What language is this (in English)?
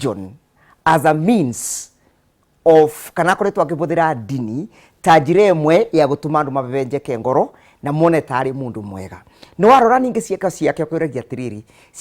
Kikuyu